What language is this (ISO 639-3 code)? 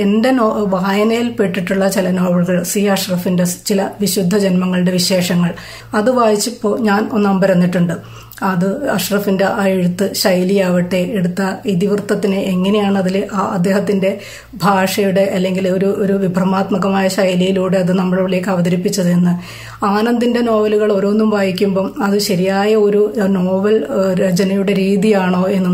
mal